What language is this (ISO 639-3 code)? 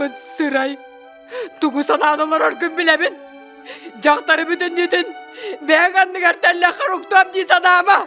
sah